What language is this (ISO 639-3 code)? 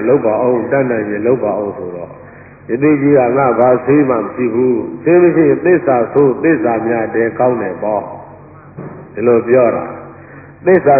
mya